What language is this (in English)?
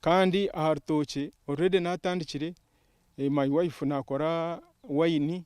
Nyankole